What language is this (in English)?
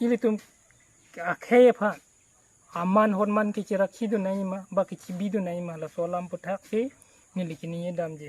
Karbi